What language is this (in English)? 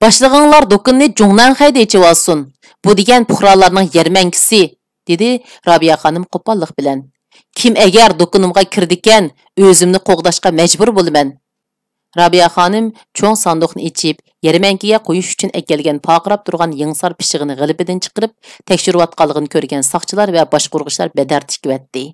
Uyghur